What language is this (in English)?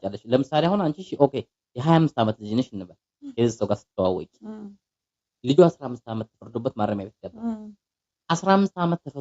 Amharic